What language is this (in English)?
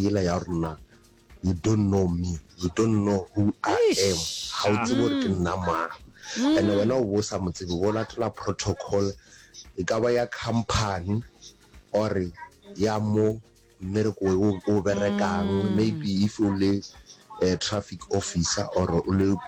Northern Sotho